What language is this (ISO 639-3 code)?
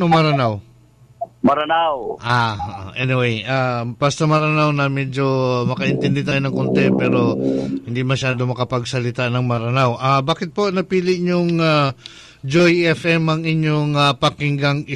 ceb